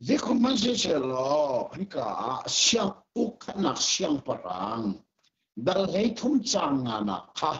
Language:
Hakha Chin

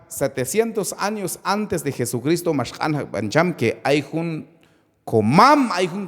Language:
Q'anjob'al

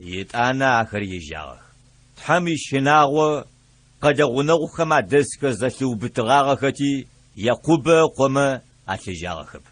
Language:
Adyghe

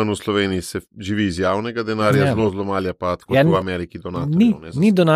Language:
Slovenian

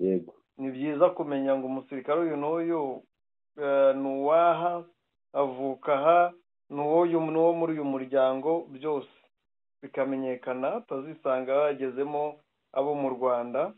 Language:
Kinyarwanda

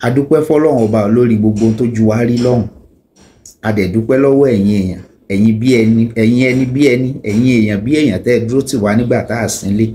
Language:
Yoruba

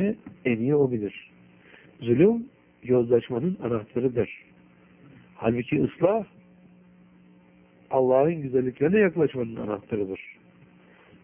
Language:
Turkish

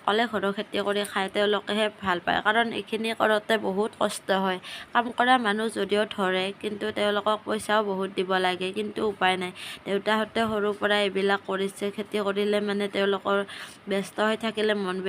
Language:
Assamese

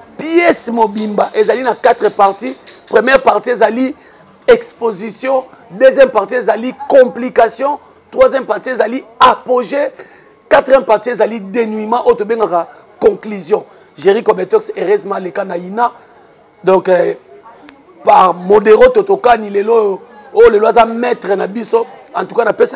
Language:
Lingala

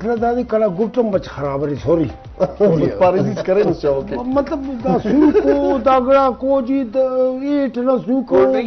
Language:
Brahui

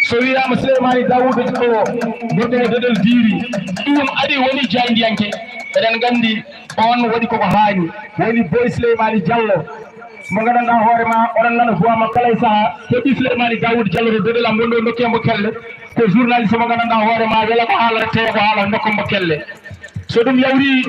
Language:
Fula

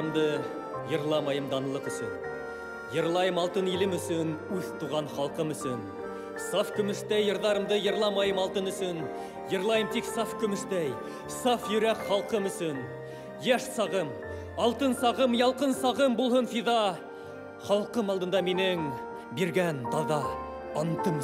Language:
Bashkir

